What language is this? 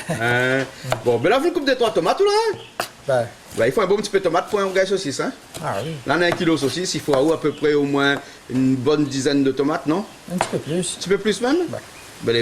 Réunion Creole French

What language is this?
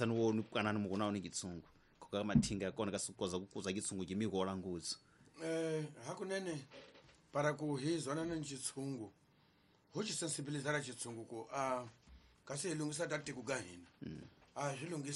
Tsonga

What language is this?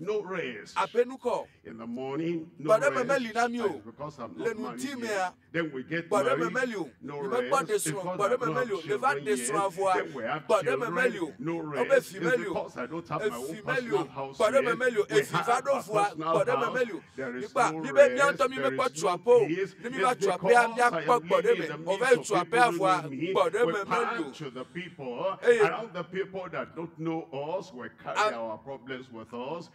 Ewe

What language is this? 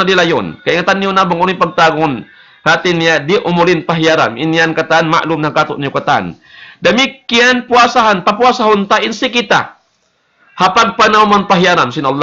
Tausug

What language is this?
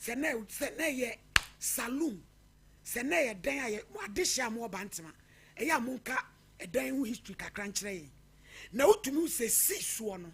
Akan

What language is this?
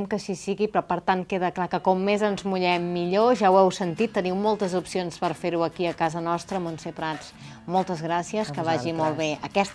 Catalan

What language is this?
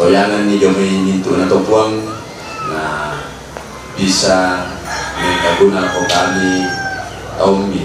Toraja-Sa'dan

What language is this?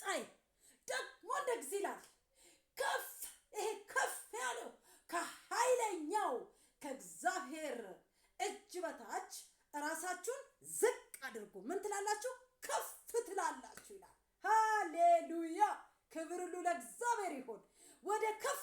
Amharic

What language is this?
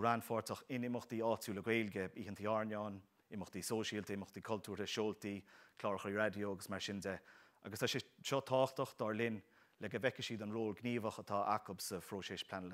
Irish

